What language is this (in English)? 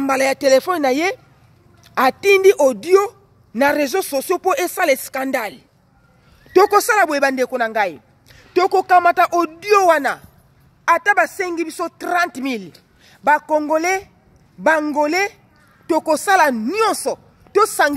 Lingala